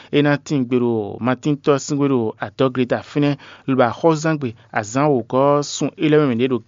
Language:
Fon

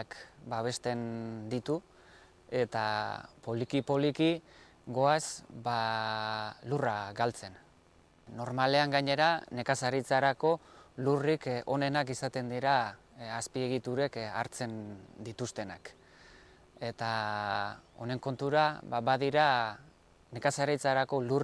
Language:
Basque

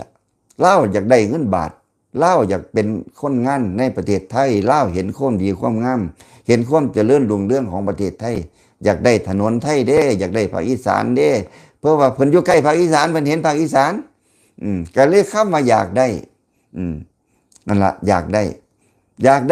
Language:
Lao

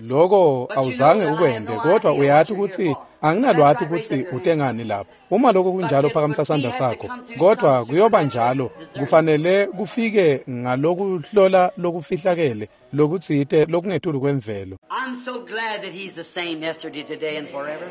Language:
Swati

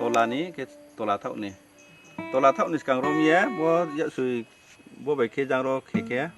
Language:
Riang (India)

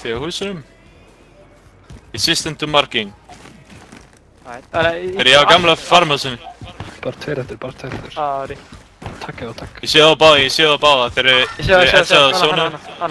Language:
Icelandic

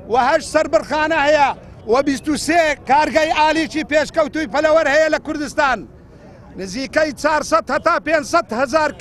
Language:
Central Kurdish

